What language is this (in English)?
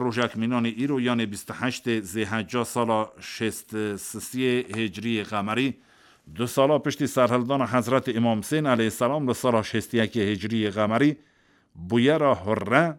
Kurdish